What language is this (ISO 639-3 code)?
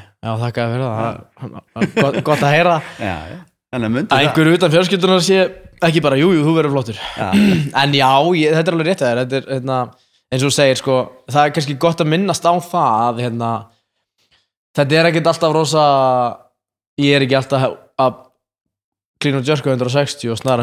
isl